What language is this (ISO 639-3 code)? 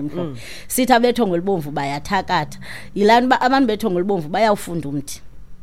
xho